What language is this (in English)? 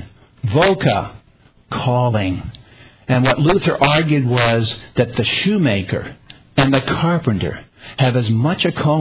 English